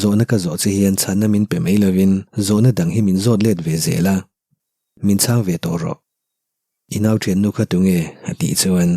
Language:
Mizo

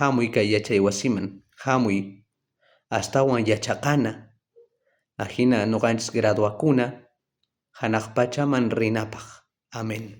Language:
South Bolivian Quechua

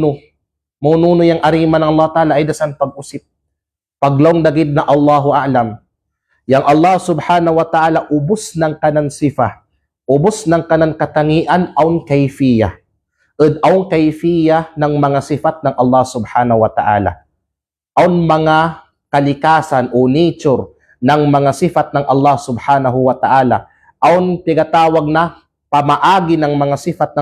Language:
Kalagan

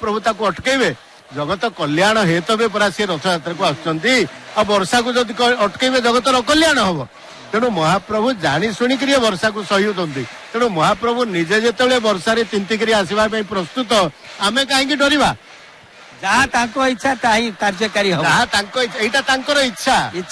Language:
Odia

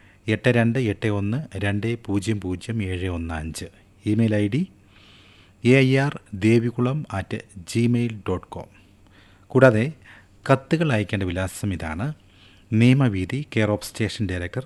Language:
Malayalam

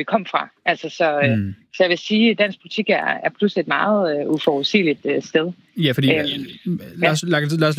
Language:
Danish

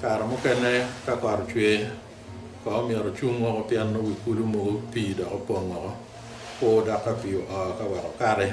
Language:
Acoli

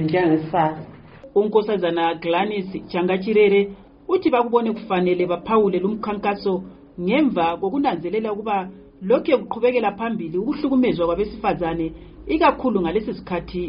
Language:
North Ndebele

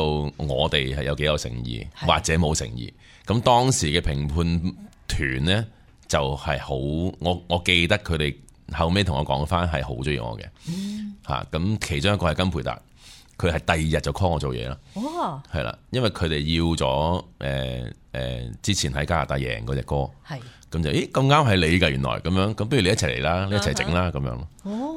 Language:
Cantonese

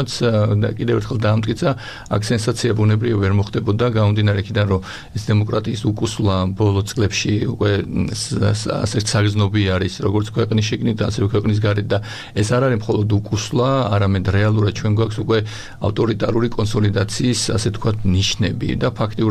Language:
Georgian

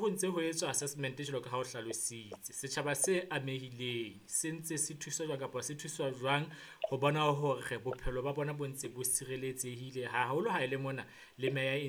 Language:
Southern Sotho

